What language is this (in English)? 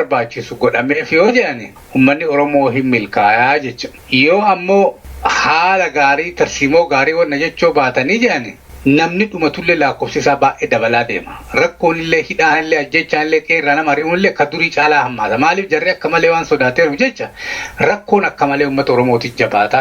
Oromo